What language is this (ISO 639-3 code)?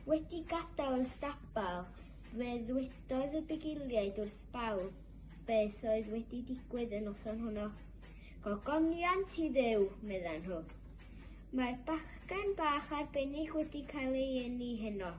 cym